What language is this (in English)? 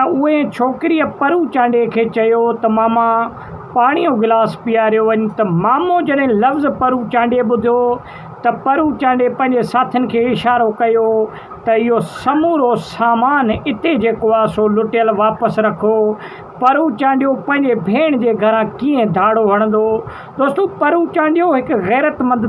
Sindhi